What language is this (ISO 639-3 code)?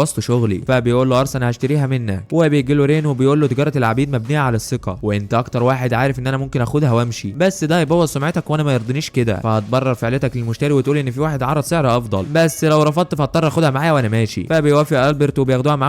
arz